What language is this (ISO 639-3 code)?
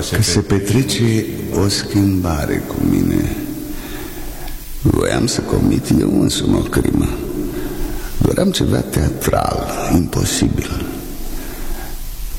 ron